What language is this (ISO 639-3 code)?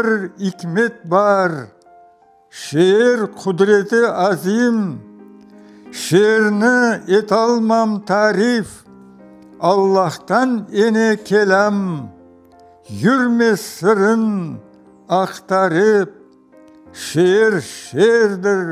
crh